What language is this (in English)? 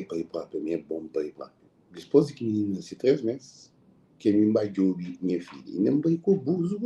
Kabuverdianu